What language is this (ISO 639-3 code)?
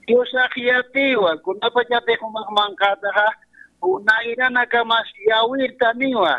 aym